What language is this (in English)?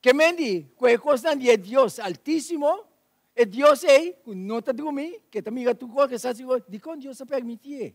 Papiamento